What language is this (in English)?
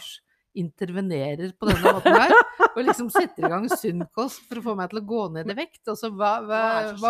Norwegian